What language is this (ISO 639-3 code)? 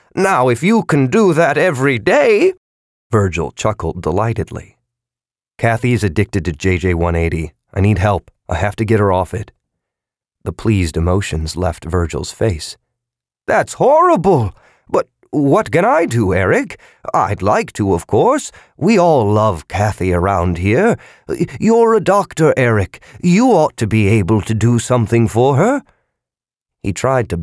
eng